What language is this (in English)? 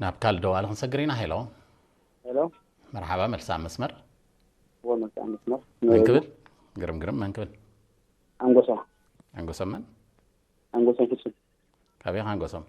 Tigrinya